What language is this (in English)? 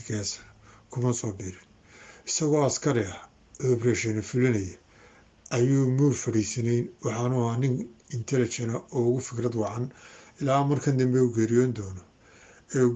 Somali